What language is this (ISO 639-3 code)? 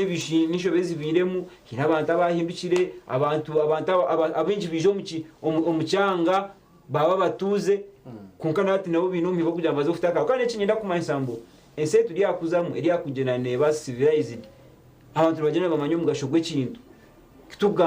nyn